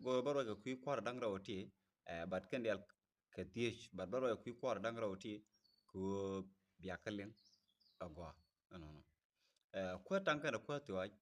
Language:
Nuer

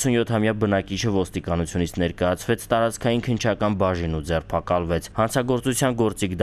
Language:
Armenian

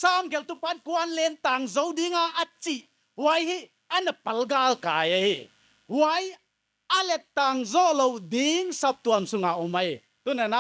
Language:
Paite Chin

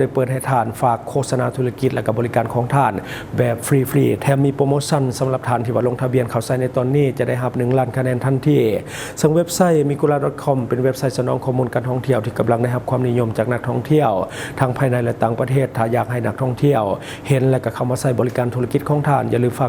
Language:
Lao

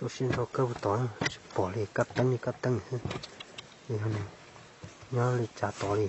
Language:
Hmong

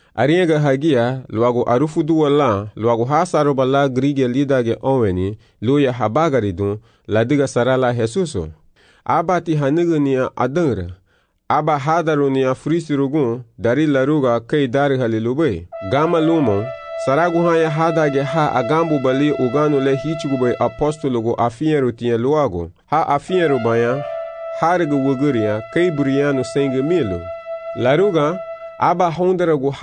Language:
Garifuna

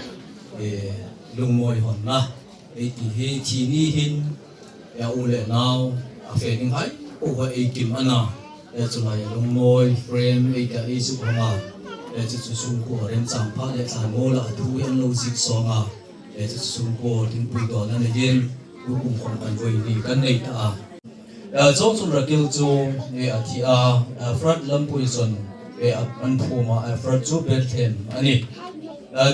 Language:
Hmar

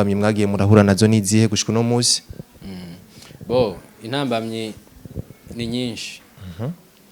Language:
Rundi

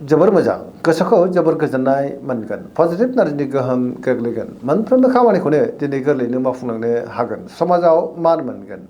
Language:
Bodo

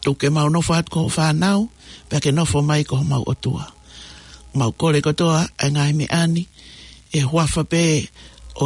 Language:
Tongan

